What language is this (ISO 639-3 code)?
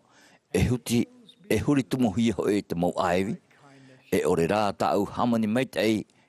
tah